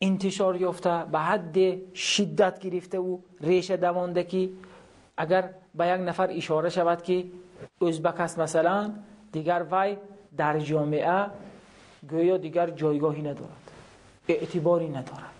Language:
Tajik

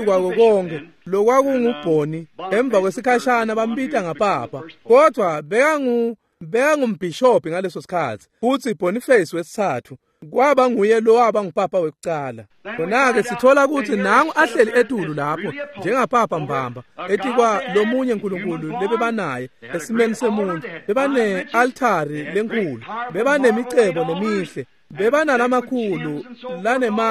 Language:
Swati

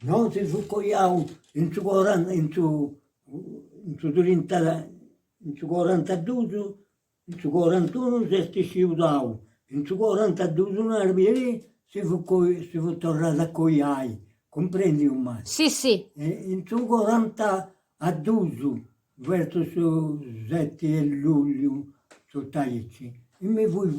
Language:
Sardinian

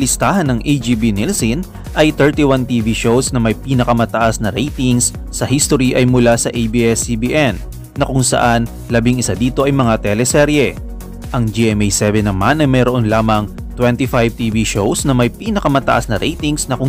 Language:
Filipino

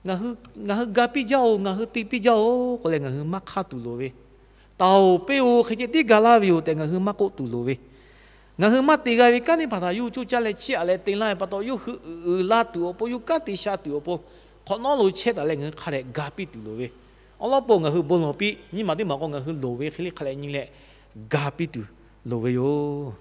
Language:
Lahu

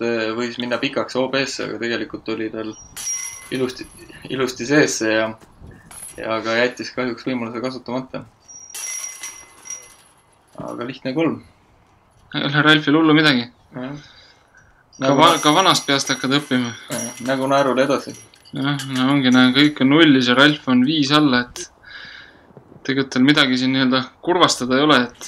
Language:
Estonian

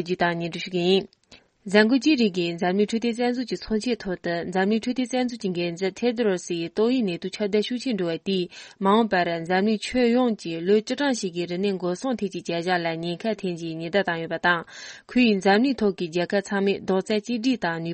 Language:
Tibetan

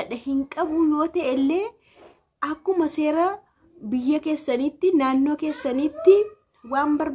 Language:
Oromo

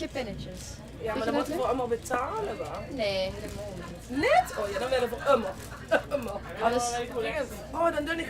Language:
Limburgish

